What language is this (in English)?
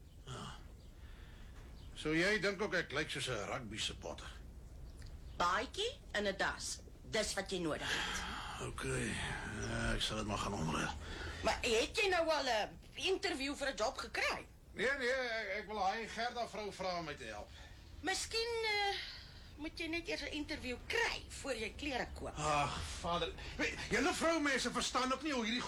Afrikaans